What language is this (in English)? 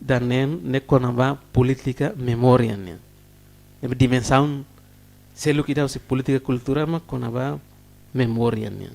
Tetum